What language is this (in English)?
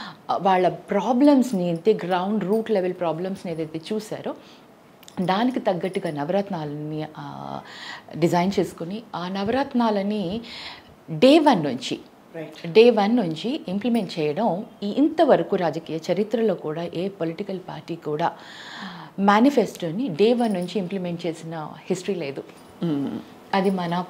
Telugu